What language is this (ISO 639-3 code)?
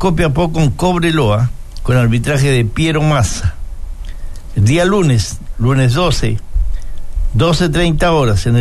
spa